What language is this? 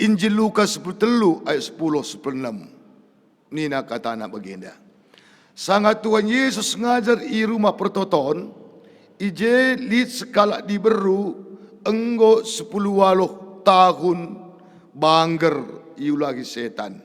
Batak Karo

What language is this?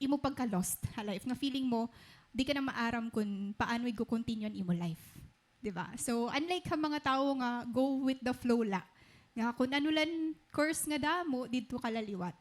Waray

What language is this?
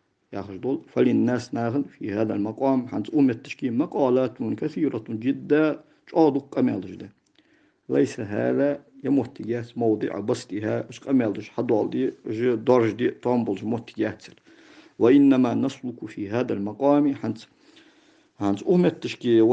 Ingush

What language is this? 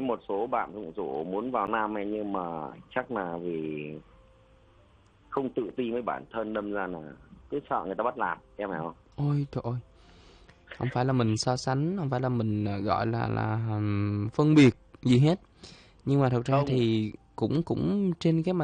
Vietnamese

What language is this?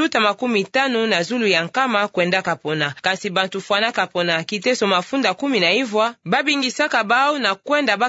Kituba (Democratic Republic of Congo)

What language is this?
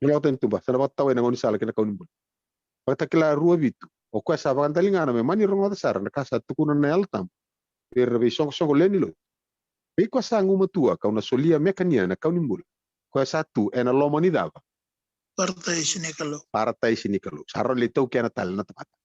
Fijian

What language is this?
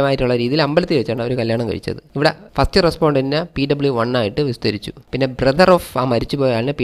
Malayalam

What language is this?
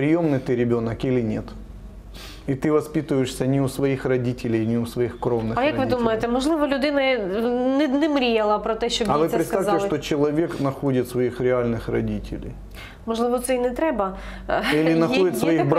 Ukrainian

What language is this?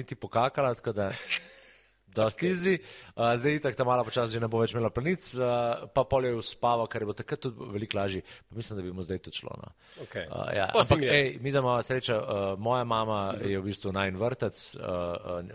Slovenian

